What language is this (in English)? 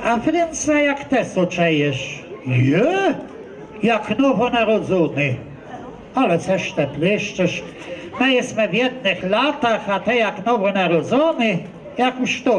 Kashubian